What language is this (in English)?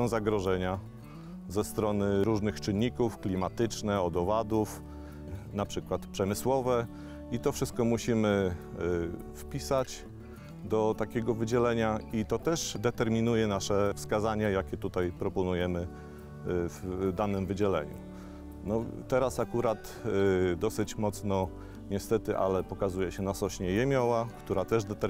Polish